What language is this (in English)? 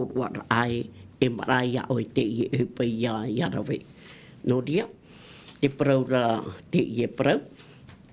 Tahitian